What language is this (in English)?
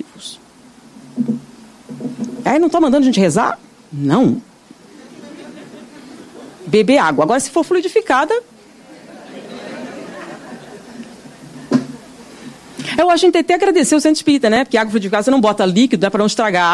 Portuguese